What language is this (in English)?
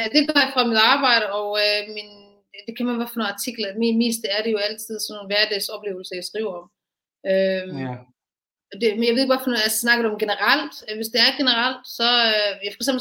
Danish